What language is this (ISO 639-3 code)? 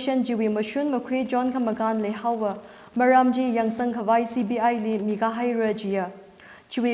nmf